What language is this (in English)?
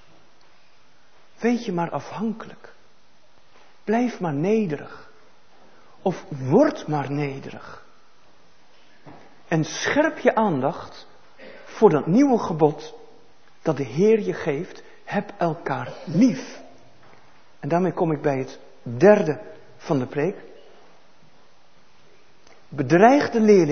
Dutch